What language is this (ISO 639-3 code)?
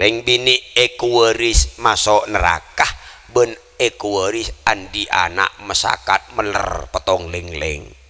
mad